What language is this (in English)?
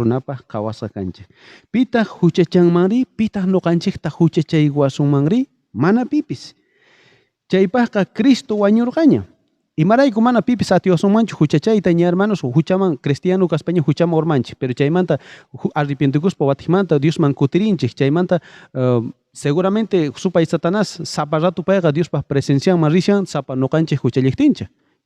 South Bolivian Quechua